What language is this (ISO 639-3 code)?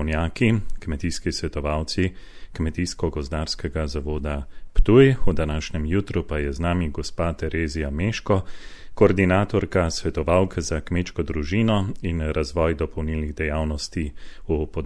slv